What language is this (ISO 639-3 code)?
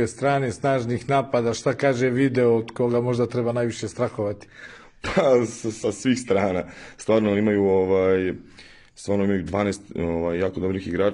srp